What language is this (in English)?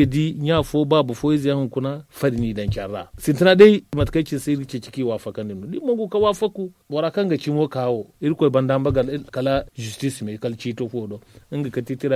Zarma